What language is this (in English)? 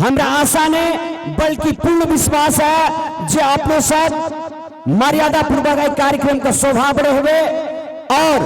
Maithili